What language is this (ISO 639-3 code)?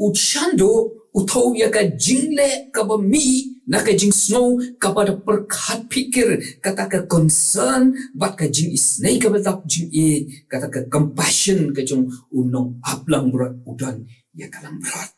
kha